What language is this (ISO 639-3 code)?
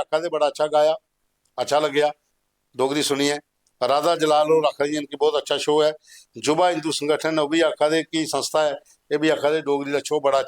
doi